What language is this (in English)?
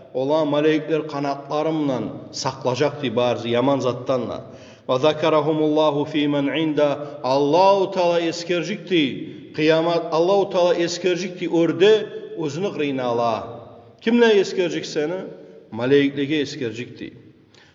Kumyk